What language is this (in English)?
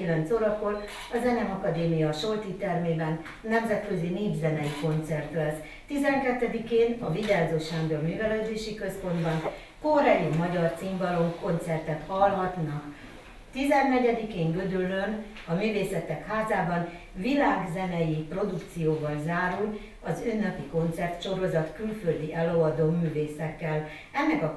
Hungarian